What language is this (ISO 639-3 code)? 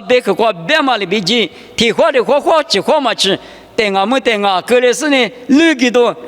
lis